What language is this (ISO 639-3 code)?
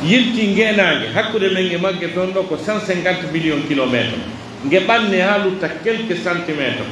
fuf